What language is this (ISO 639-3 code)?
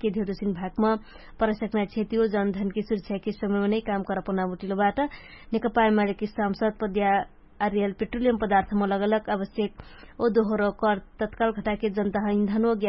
thl